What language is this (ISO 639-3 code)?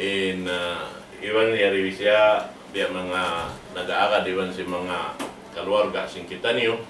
tsg